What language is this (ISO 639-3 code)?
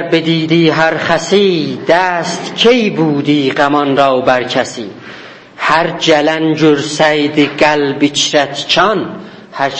azb